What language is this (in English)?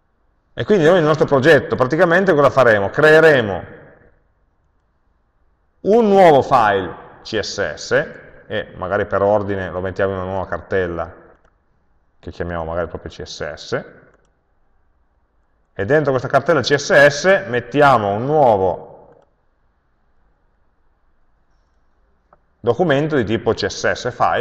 Italian